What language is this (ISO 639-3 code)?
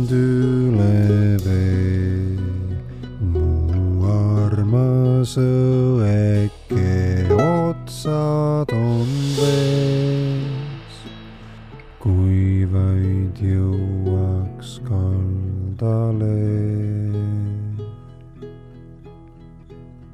est